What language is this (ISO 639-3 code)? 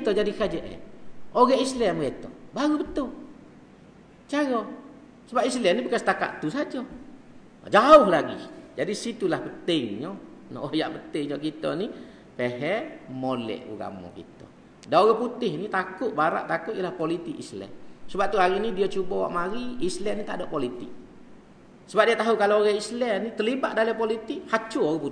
msa